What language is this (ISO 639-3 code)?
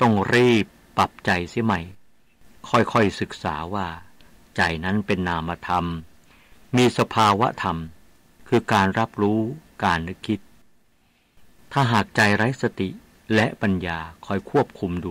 tha